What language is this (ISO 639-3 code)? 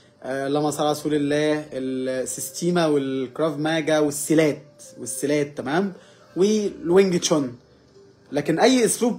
arz